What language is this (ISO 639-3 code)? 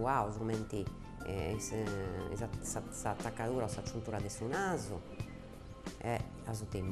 srd